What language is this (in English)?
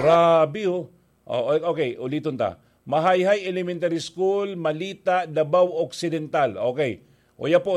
Bikol